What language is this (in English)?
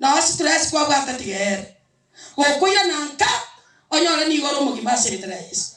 Gusii